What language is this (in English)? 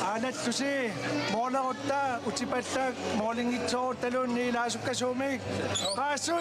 Kalaallisut